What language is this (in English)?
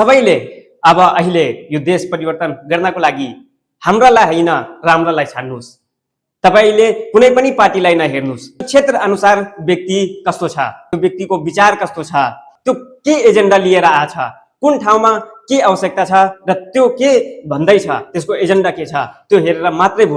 Nepali